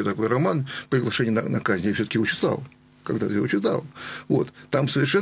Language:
Russian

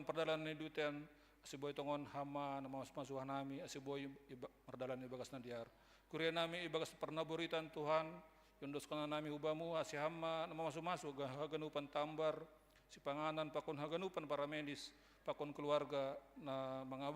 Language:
Batak Simalungun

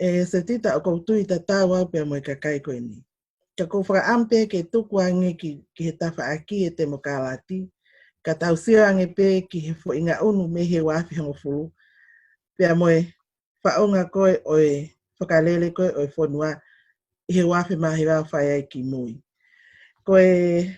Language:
Tongan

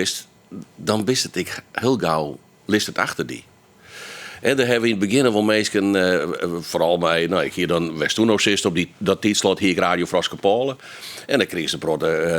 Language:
Western Frisian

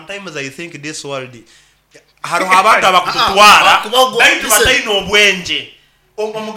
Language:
Nyoro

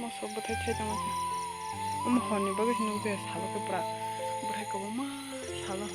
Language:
Kok Borok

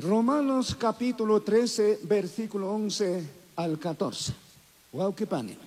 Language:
Chimborazo Highland Quichua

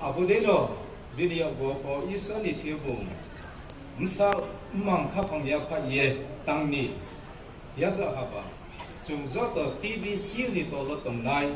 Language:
Riang (India)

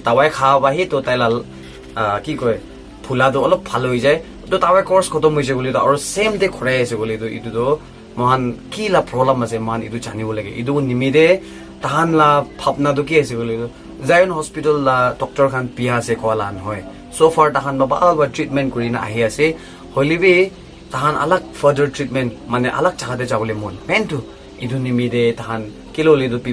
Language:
Naga Pidgin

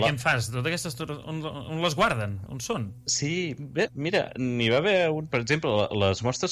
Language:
Catalan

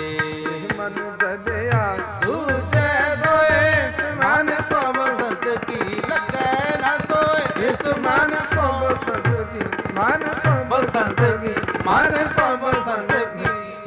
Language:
Punjabi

